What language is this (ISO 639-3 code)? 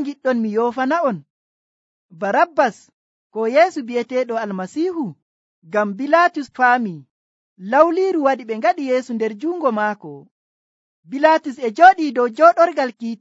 fuv